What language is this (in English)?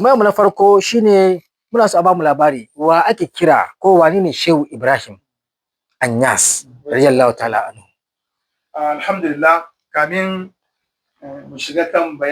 Hausa